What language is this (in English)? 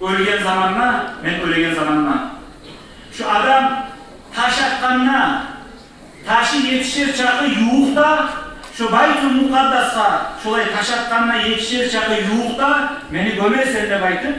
Kumyk